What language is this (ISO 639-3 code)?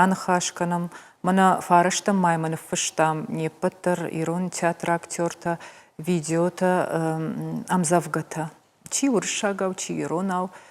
oss